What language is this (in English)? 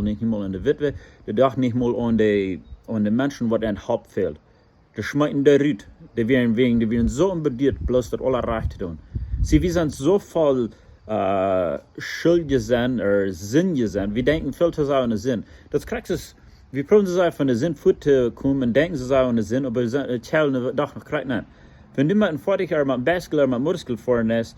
Plautdietsch